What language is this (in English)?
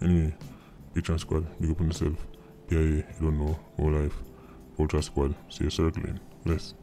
Jamaican Creole English